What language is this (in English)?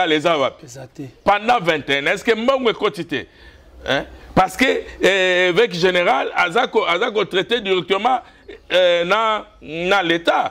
Lingala